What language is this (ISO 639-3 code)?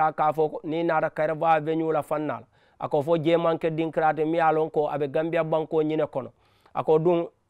man